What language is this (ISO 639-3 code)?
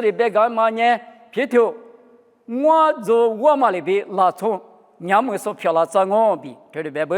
lis